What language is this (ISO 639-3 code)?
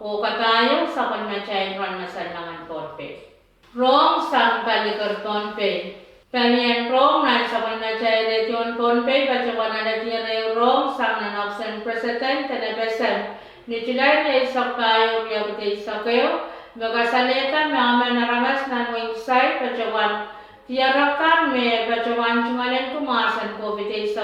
pon